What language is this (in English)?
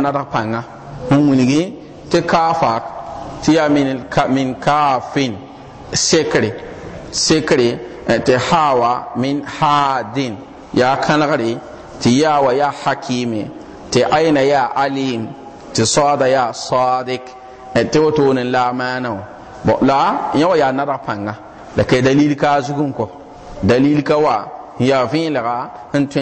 Mossi